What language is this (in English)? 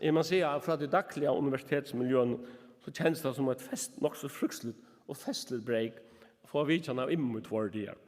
Faroese